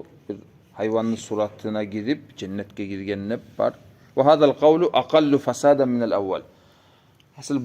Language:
Kumyk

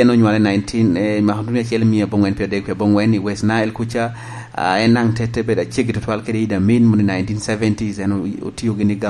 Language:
Lango (Uganda)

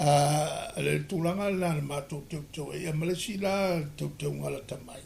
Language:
Samoan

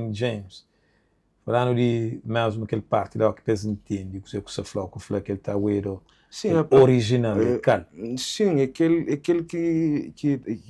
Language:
Kabuverdianu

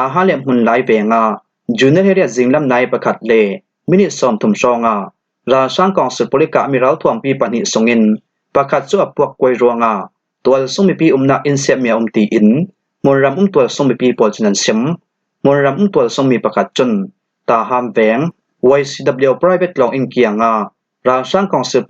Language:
Falam Chin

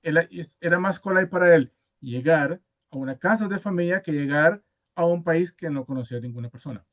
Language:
Ladino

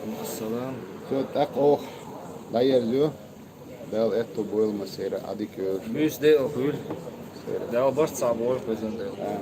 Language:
Chechen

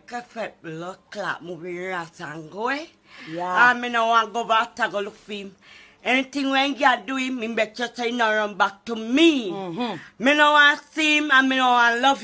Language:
Jamaican Creole English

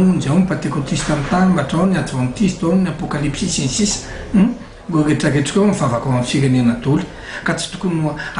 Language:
Malagasy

